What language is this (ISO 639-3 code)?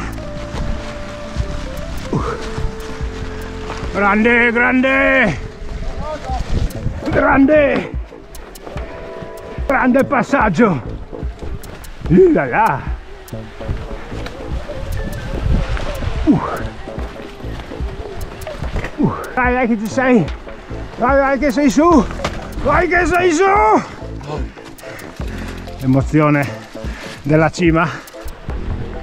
ita